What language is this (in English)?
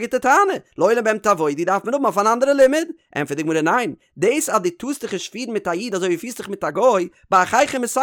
Yiddish